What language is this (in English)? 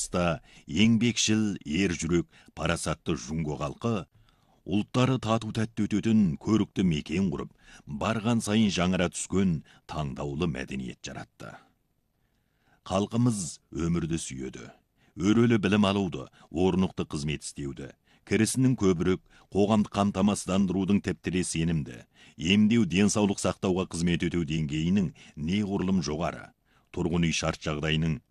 Kazakh